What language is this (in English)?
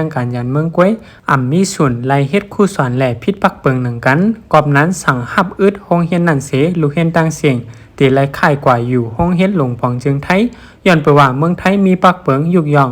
Shan